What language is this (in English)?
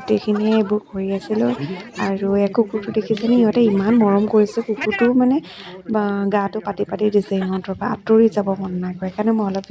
Assamese